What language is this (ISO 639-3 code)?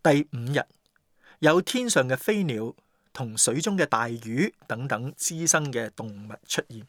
yue